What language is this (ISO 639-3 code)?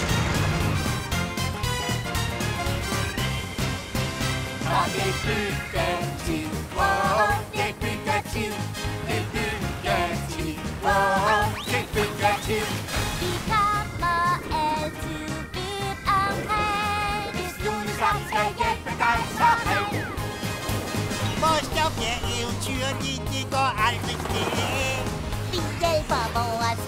dan